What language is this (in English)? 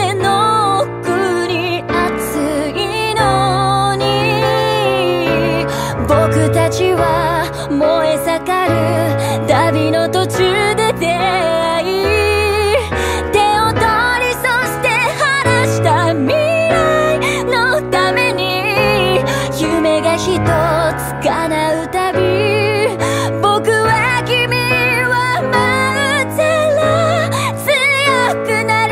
Japanese